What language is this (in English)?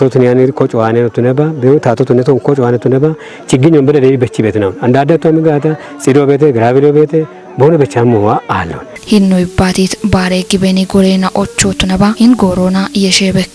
Kafa